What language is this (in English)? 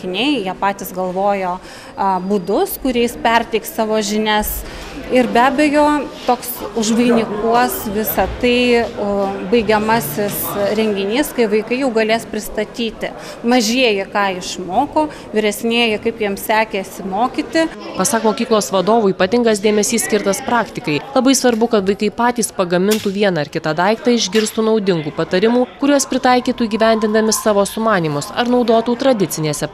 Lithuanian